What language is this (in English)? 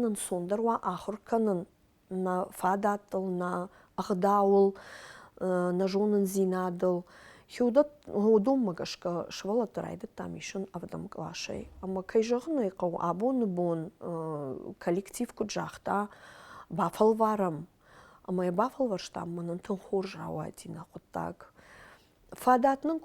Ossetic